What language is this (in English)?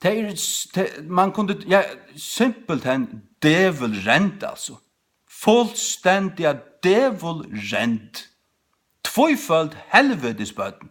Faroese